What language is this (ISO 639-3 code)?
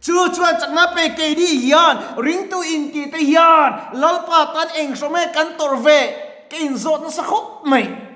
lus